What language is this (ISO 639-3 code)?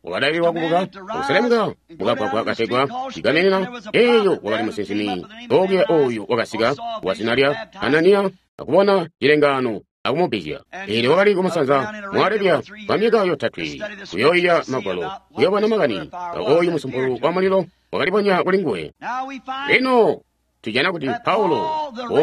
toi